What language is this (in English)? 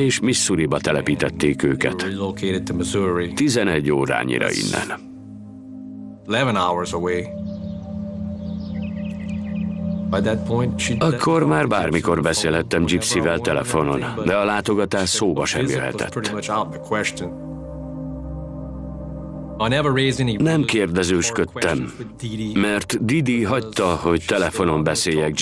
Hungarian